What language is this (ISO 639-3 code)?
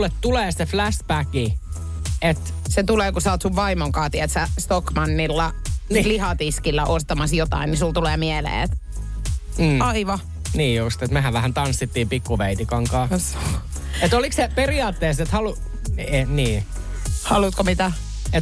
fin